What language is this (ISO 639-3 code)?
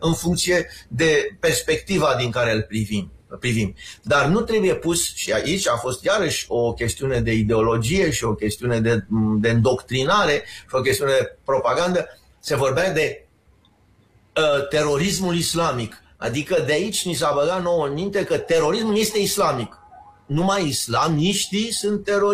ron